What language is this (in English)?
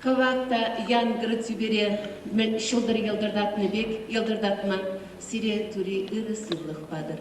Chuvash